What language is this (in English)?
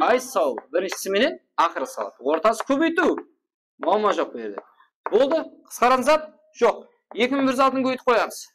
Kara-Kalpak